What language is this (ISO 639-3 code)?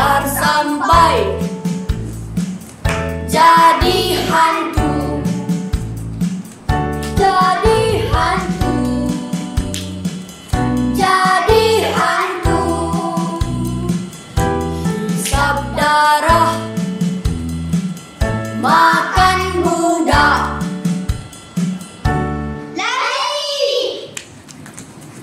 msa